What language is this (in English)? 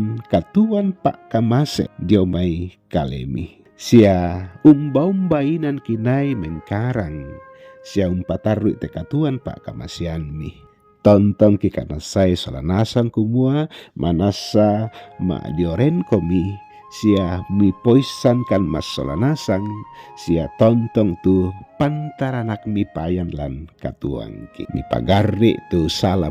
Toraja-Sa'dan